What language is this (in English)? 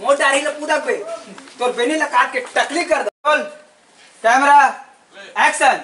Chhattisgarhi